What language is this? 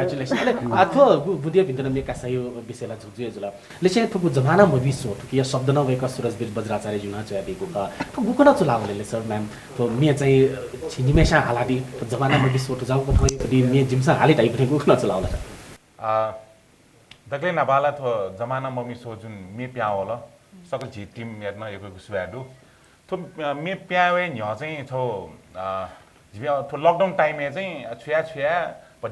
Newari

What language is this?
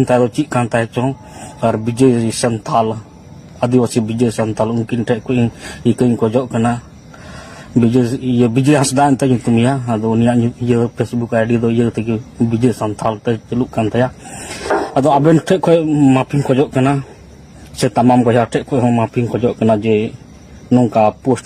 Santali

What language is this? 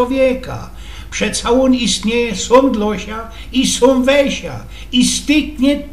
Silesian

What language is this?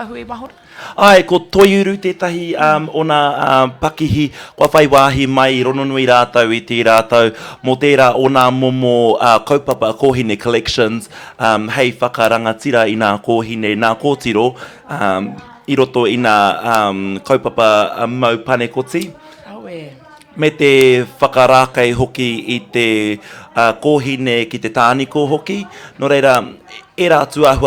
Māori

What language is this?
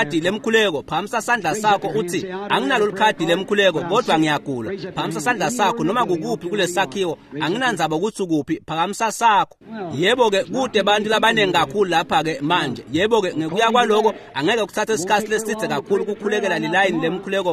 Swati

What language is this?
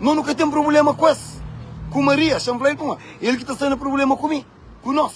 Kabuverdianu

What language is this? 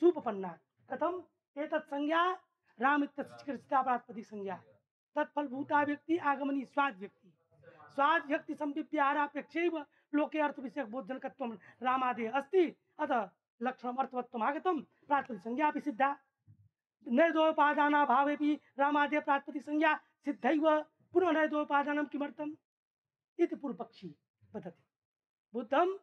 Sanskrit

